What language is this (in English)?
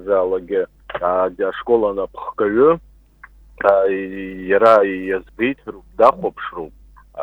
Abkhazian